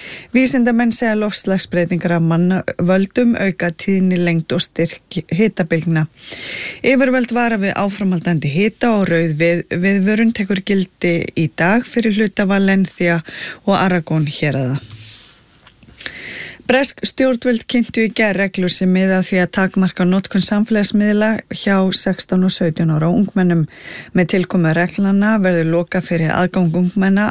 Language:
Icelandic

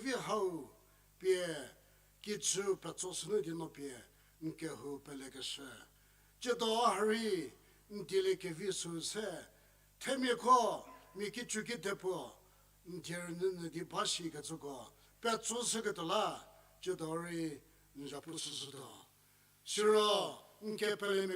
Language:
Angami Naga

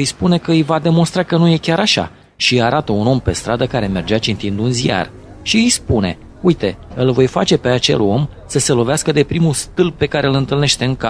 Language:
Romanian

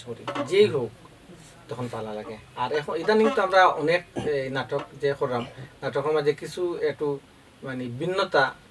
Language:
Sylheti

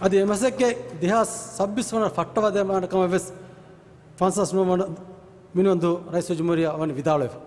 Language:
Divehi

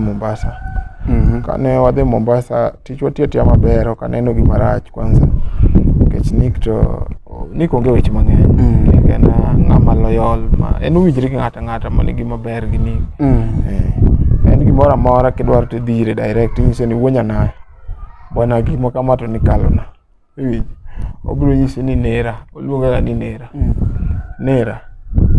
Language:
Luo (Kenya and Tanzania)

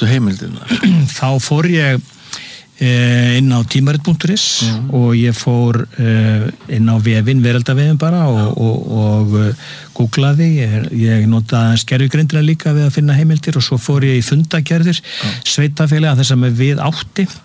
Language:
Icelandic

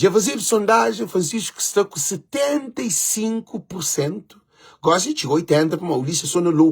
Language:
Kabuverdianu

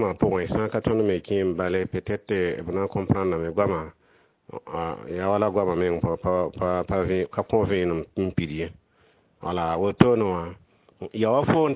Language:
Mossi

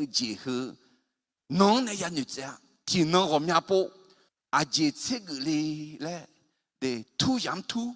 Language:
Akha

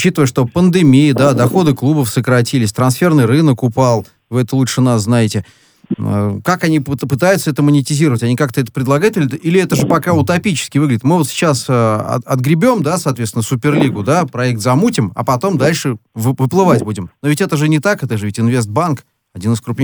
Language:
Russian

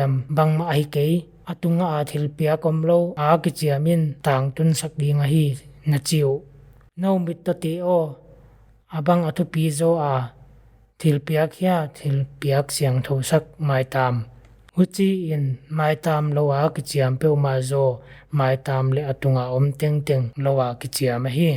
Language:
Paite Chin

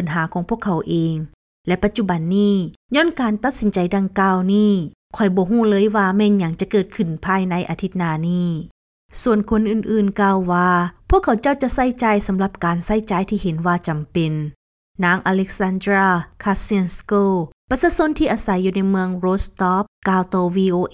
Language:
Lao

